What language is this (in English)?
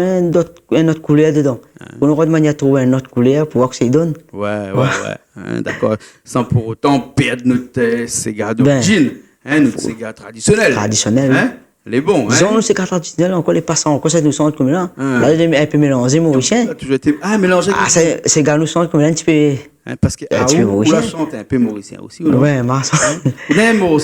Réunion Creole French